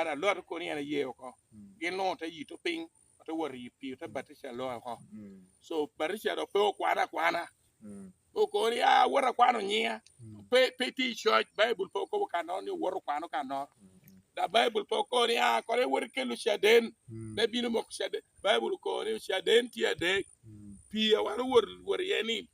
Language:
Lango (Uganda)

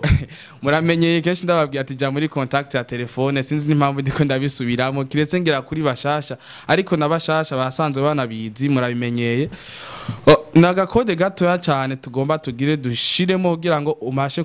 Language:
Rundi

